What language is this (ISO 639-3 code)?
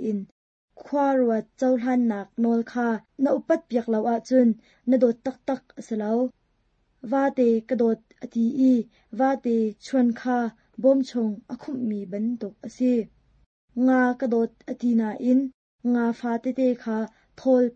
cnh